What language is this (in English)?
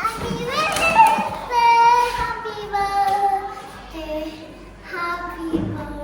Northeastern Thai